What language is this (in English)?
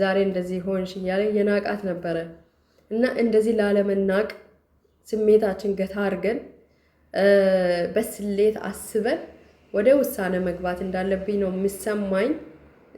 Amharic